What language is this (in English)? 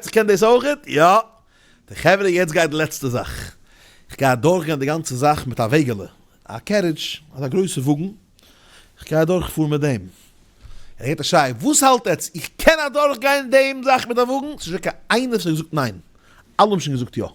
Yiddish